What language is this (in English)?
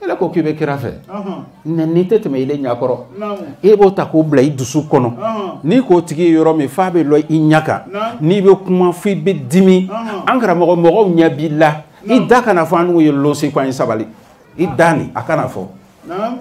Bambara